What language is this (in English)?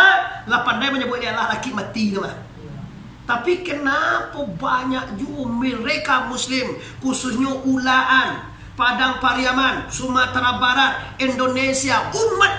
Minangkabau